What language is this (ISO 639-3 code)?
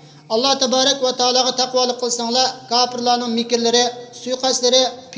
uig